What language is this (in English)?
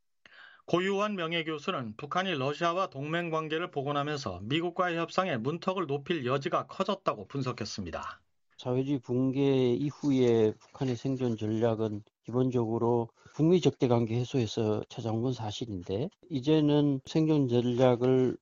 Korean